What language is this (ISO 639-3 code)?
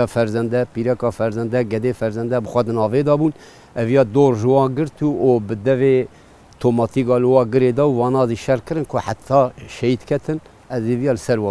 kur